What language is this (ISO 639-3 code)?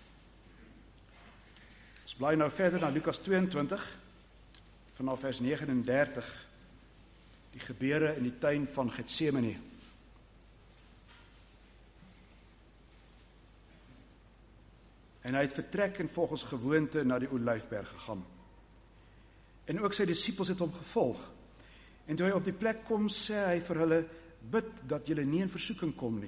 afr